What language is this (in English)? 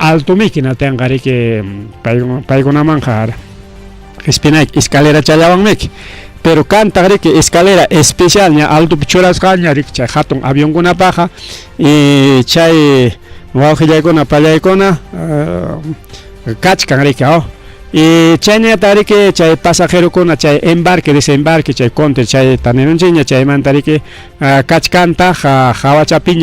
Ayacucho Quechua